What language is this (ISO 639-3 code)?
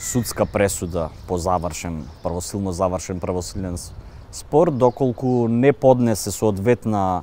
mkd